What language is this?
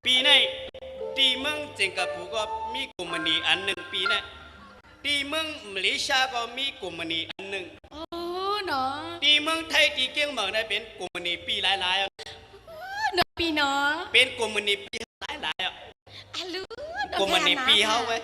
Shan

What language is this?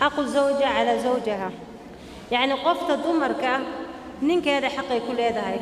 Somali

